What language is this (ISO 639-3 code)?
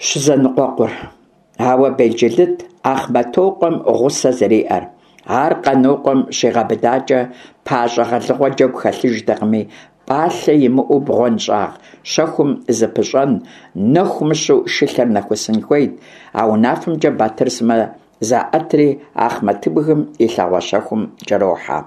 kbd